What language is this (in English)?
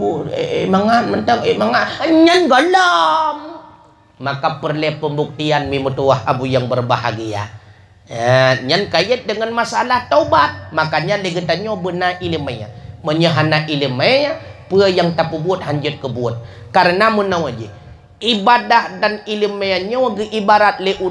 Achinese